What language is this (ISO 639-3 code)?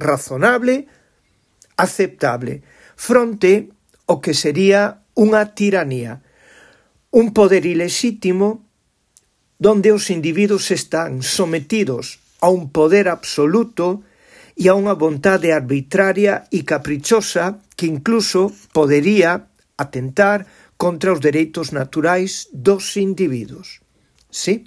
glg